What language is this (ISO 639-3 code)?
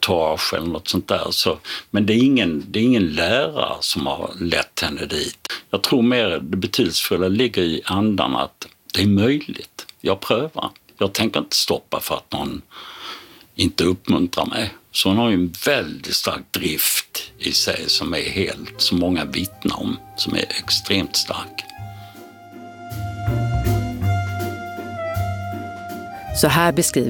swe